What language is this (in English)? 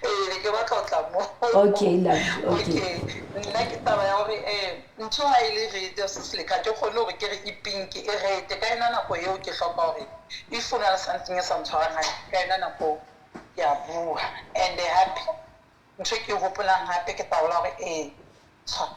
Southern Sotho